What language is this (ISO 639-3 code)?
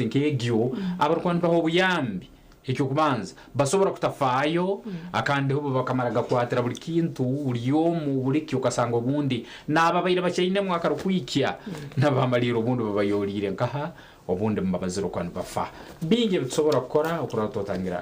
nyn